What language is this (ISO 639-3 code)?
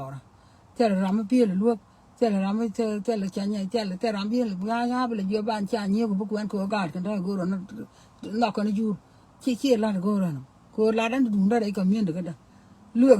nus